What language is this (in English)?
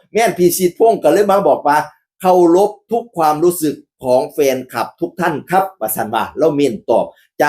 Northeastern Thai